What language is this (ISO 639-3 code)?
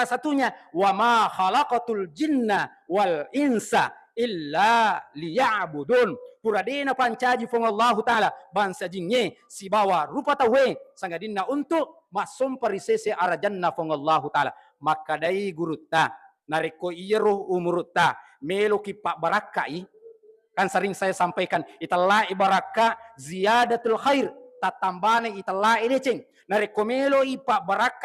bug